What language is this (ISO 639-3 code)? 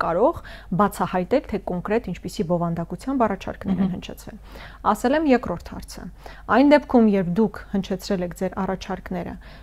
hye